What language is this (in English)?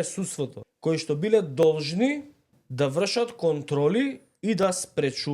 Macedonian